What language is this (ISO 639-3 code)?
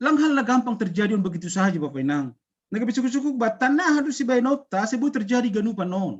bts